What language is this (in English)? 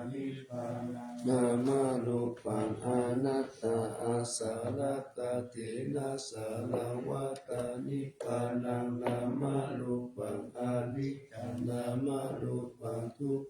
Pali